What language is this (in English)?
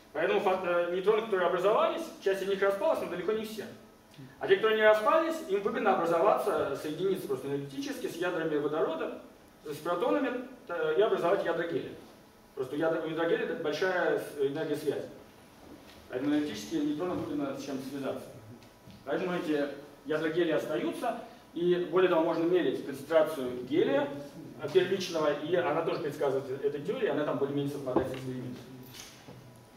Russian